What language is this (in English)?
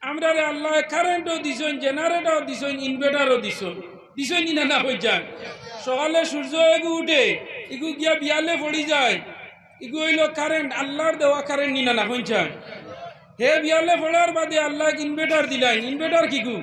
Sylheti